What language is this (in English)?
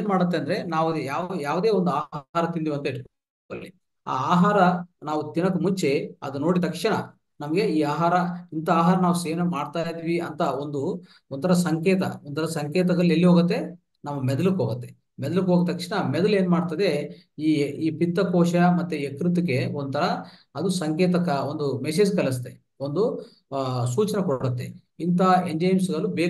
Kannada